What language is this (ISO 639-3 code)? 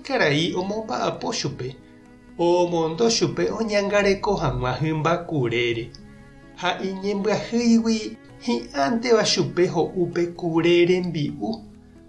grn